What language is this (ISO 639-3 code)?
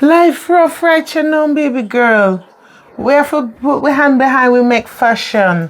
jam